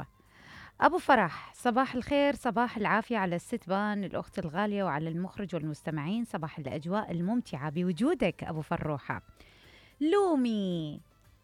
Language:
Mesopotamian Arabic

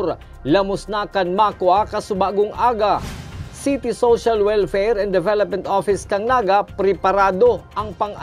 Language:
Bikol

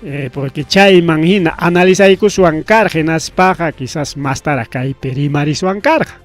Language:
Ayacucho Quechua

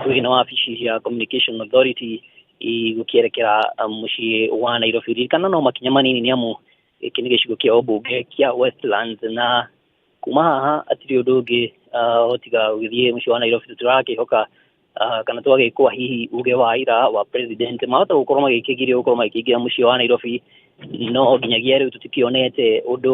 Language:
Kikuyu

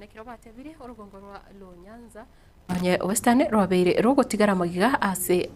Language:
Gusii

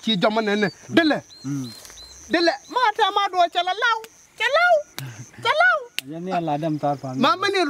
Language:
Nuer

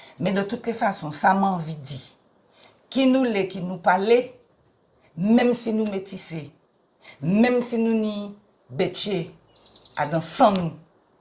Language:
Guadeloupean Creole French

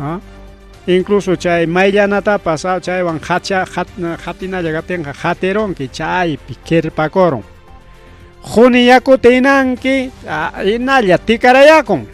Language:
Ayacucho Quechua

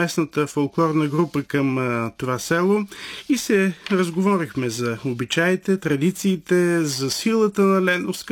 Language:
Bulgarian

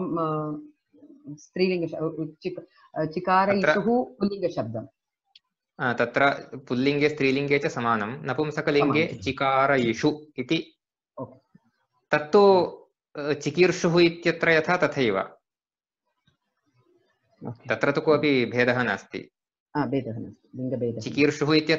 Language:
Sanskrit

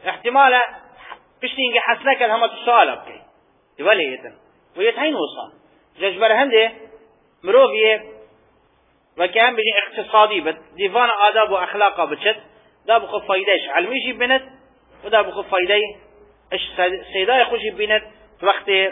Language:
Kurdish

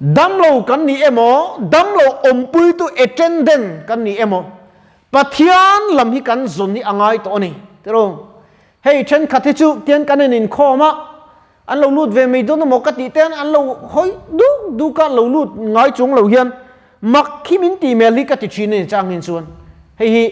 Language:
Mizo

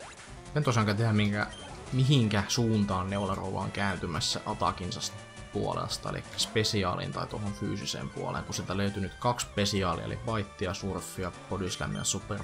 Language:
Finnish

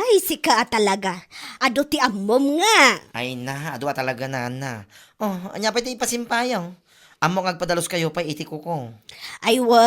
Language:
Iloko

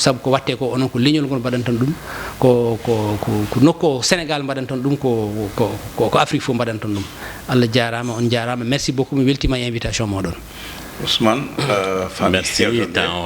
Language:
Fula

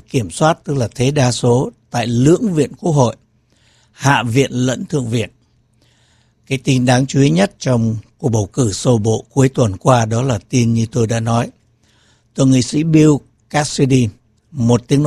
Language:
Vietnamese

